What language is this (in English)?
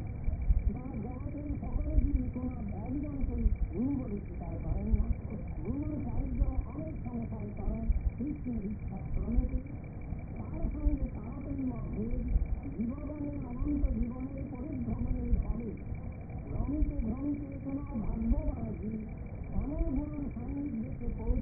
Bangla